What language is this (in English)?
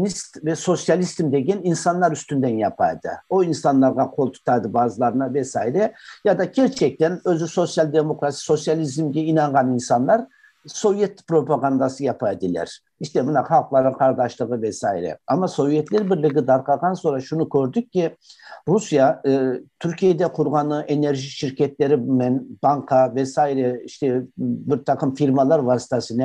Crimean Tatar